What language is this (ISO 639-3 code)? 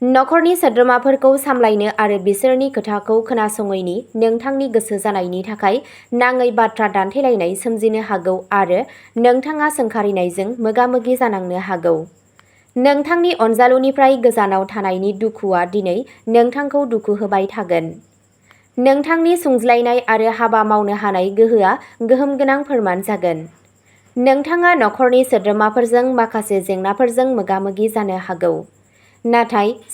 brx